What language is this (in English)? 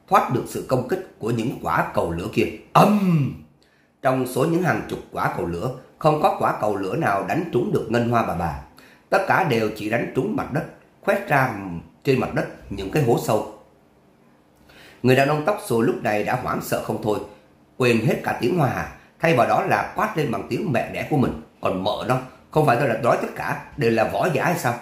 Vietnamese